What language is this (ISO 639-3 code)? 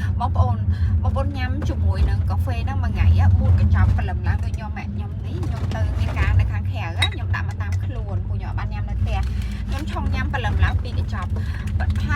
khm